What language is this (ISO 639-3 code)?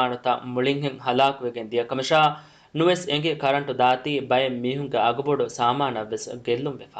div